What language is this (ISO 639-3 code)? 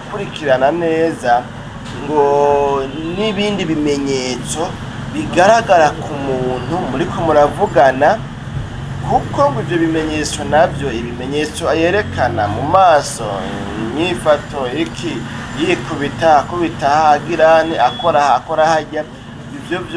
run